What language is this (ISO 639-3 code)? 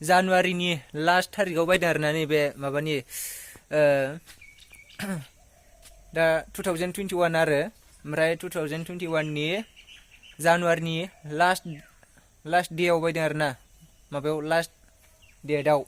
brx